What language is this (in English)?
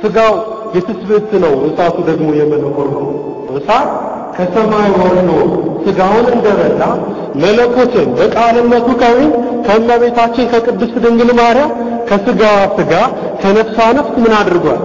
Amharic